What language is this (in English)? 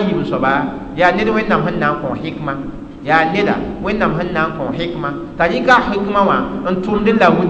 Mossi